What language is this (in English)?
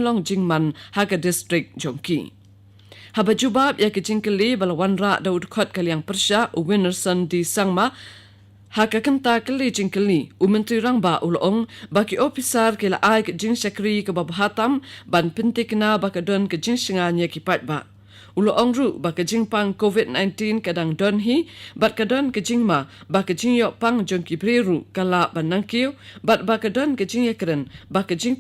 Khasi